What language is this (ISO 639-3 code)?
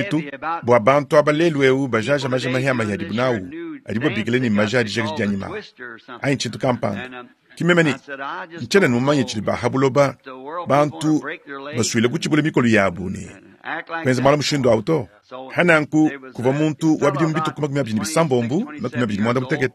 lua